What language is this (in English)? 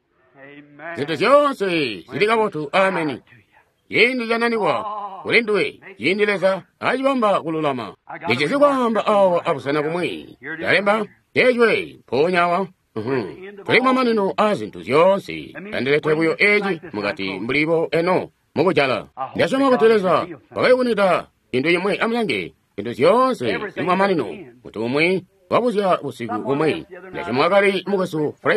Tonga (Zambia)